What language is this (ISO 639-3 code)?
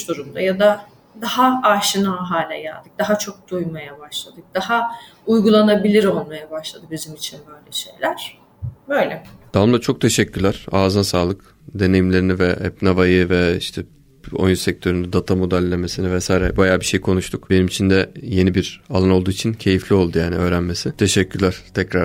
tur